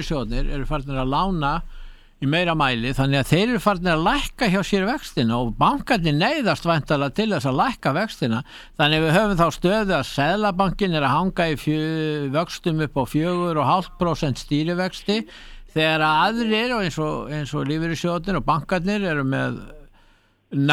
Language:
Icelandic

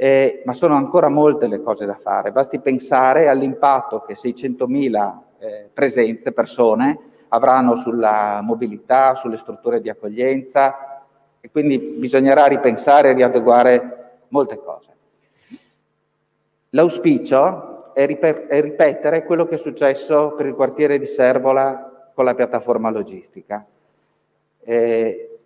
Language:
Italian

